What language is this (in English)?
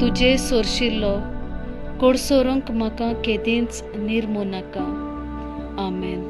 Konkani